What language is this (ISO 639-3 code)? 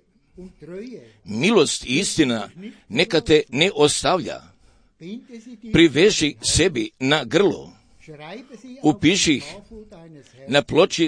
hrv